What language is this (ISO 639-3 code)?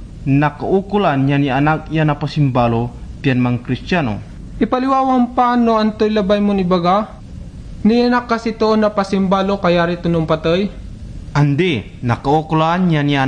pag